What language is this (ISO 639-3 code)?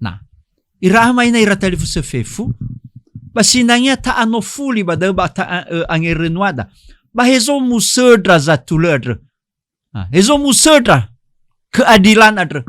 nia